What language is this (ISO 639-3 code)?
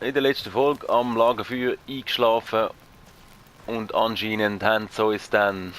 gsw